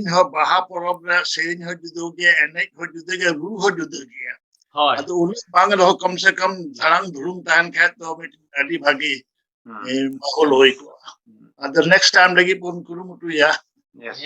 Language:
Santali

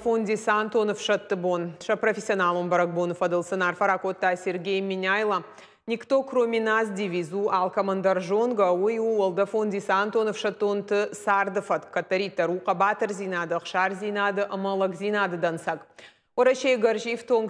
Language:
Ossetic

